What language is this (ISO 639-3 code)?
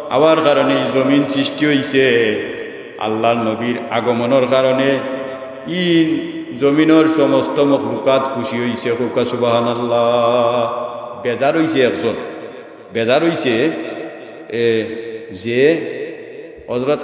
syl